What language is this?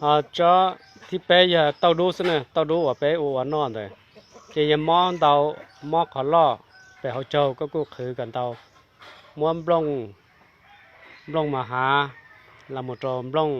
Hmong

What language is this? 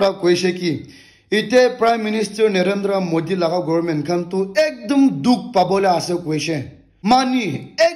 Naga Pidgin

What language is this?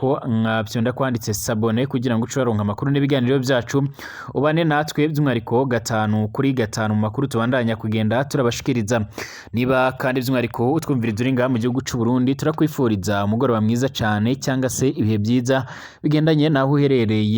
Rundi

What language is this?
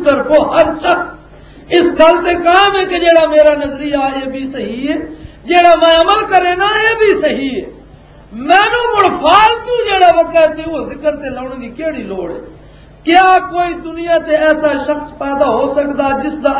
Western Panjabi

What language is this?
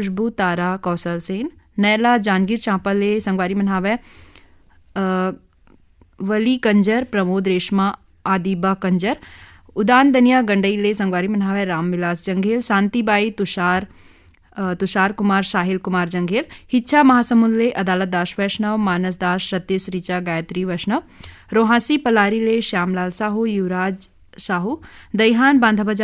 Chhattisgarhi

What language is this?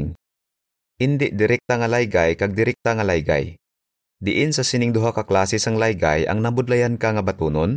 Hiligaynon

